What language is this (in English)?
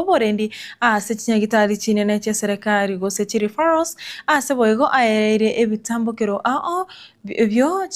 Gusii